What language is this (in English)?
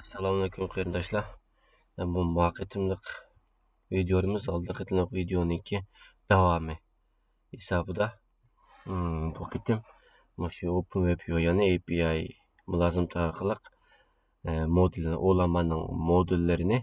Uyghur